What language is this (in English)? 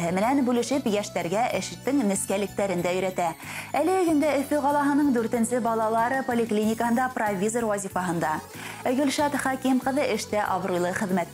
Bashkir